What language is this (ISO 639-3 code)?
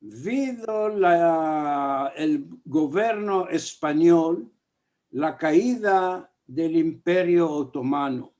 lad